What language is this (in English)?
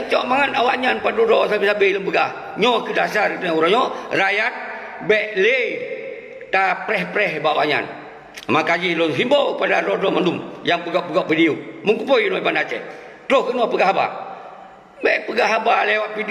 Achinese